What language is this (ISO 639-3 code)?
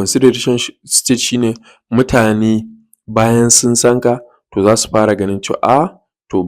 hau